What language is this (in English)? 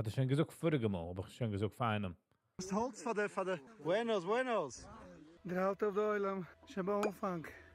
Yiddish